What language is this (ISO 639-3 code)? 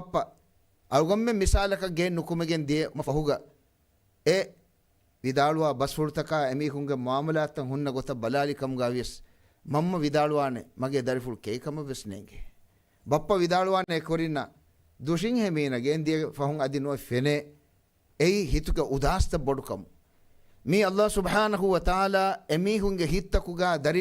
div